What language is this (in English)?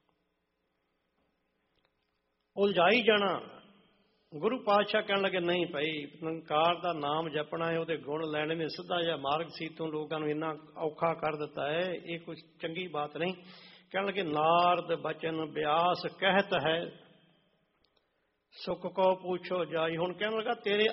Punjabi